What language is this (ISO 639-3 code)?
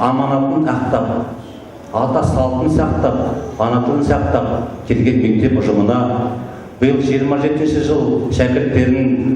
kaz